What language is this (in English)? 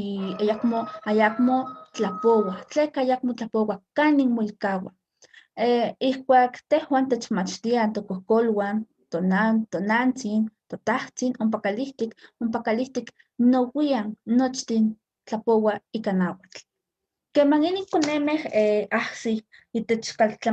Eastern Huasteca Nahuatl